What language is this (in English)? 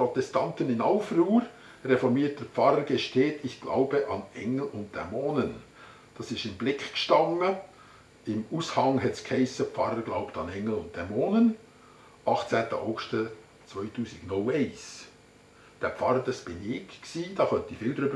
Swiss German